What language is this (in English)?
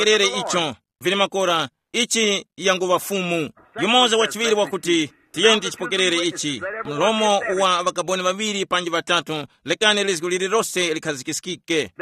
Tumbuka